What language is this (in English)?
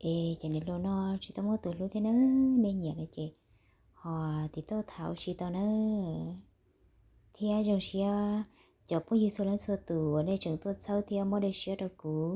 Hmong